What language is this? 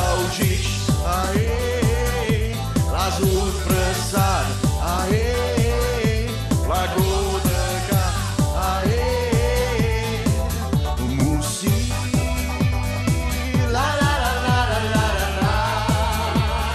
Italian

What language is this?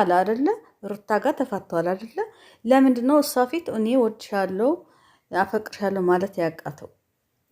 Amharic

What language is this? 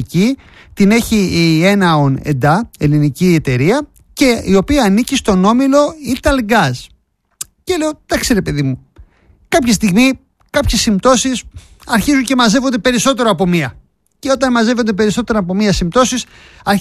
Greek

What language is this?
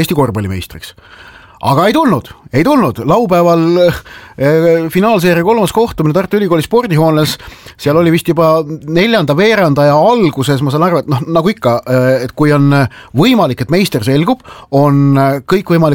Estonian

